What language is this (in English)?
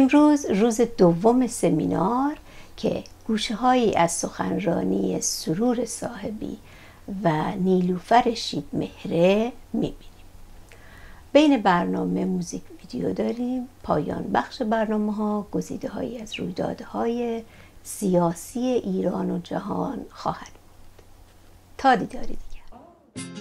Persian